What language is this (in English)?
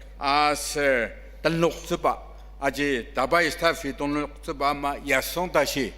Ao Naga